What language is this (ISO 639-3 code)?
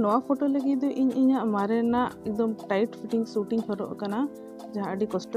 sat